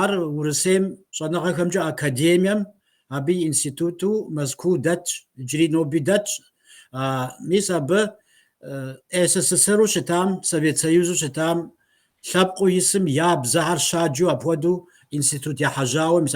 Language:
Kabardian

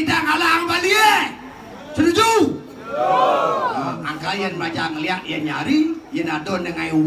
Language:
Balinese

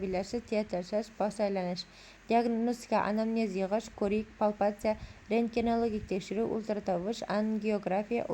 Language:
Uzbek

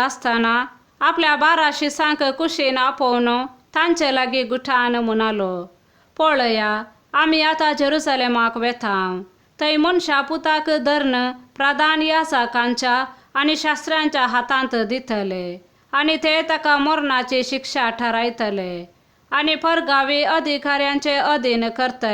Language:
Konkani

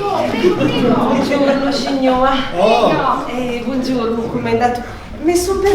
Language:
Ligurian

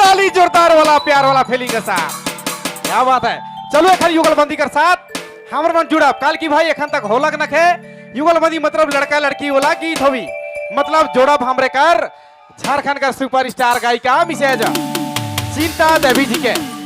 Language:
Sadri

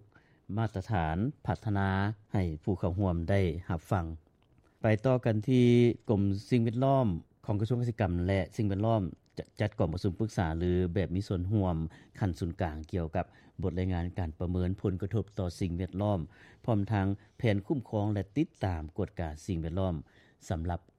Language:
Lao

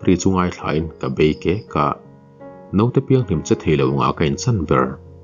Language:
Mizo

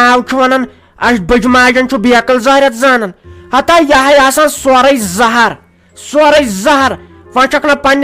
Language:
Kashmiri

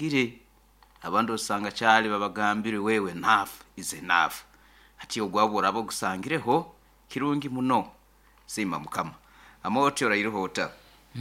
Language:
Nyoro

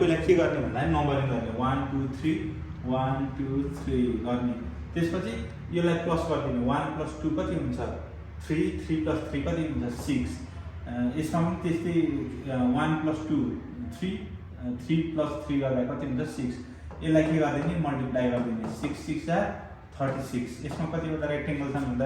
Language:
Nepali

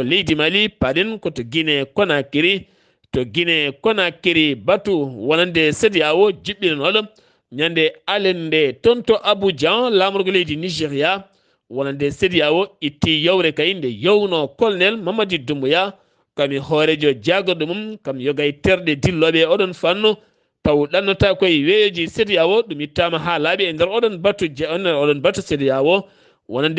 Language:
Fula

